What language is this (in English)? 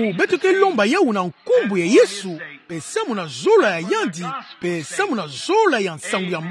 Kituba (Democratic Republic of Congo)